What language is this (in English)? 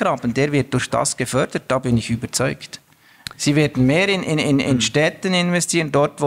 German